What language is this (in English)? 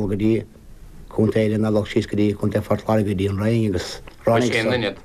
Irish